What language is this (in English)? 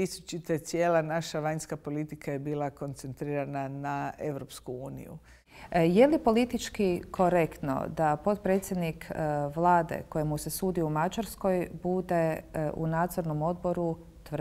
Bosnian